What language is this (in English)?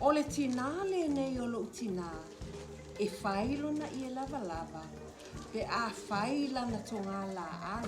Samoan